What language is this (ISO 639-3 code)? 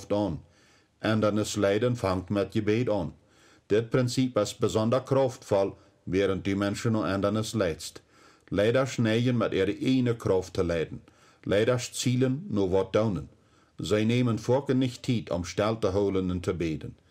pdt